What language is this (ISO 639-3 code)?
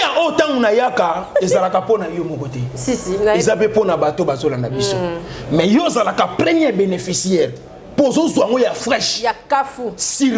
lin